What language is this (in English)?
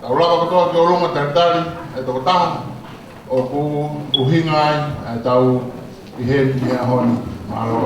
Tongan